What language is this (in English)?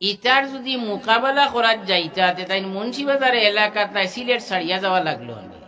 Sylheti